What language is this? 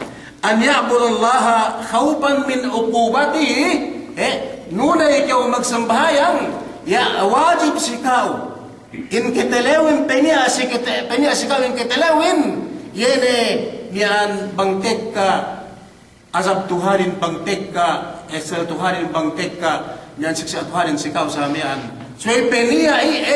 Yakan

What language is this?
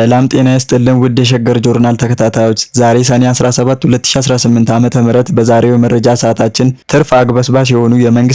Amharic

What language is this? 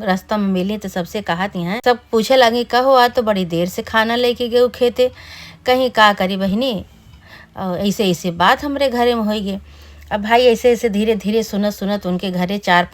Awadhi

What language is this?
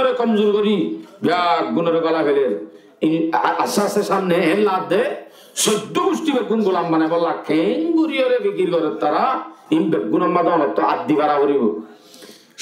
Rohingya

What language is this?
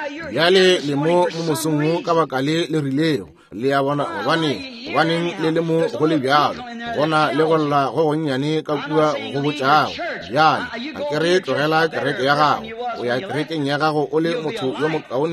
Northern Sotho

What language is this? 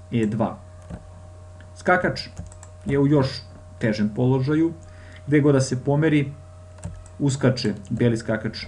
Serbian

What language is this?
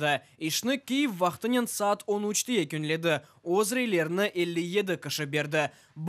Crimean Tatar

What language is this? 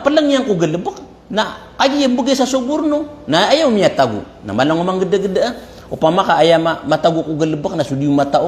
Maranao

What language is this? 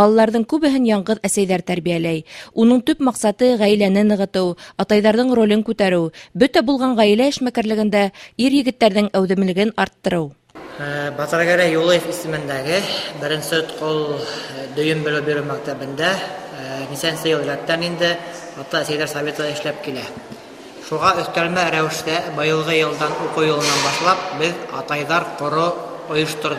Bashkir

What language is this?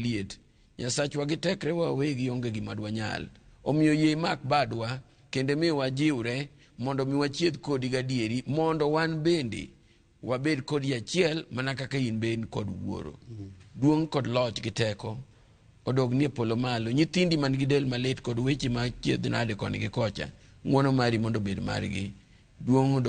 Luo (Kenya and Tanzania)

